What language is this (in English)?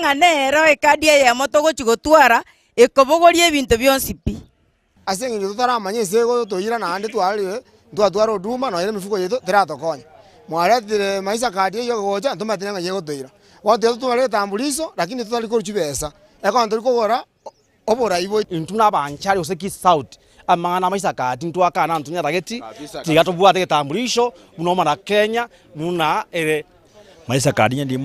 Gusii